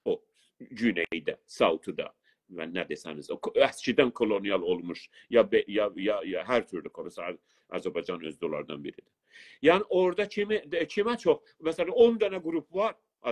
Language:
South Azerbaijani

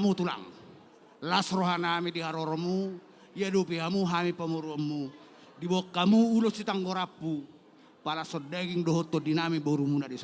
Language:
Batak Toba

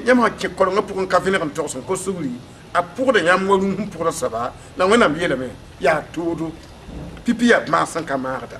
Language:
Mossi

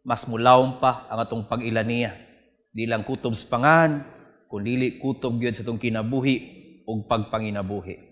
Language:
Cebuano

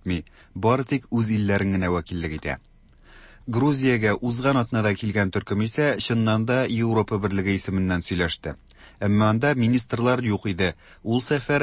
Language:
Tatar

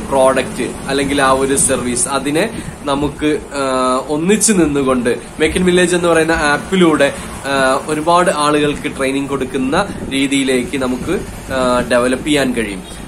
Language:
Malayalam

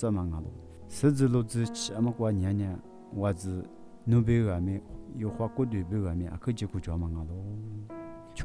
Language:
Lisu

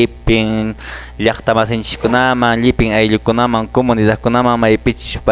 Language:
Quechua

